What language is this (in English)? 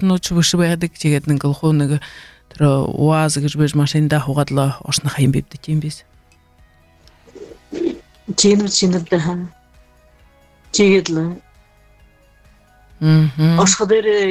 Buriat